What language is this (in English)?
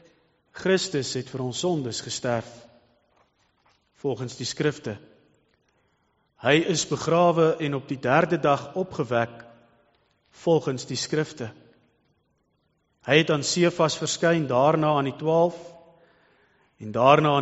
Afrikaans